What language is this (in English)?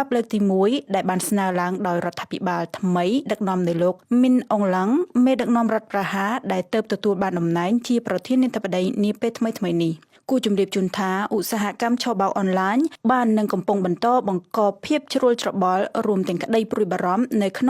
Khmer